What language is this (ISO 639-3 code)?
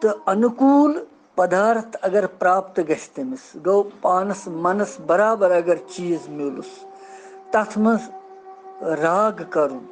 kas